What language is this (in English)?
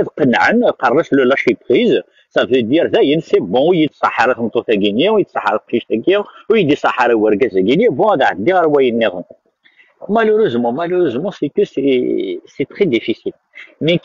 Kabyle